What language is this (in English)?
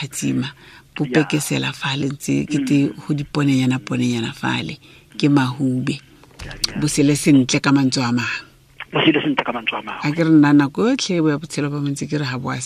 Tswana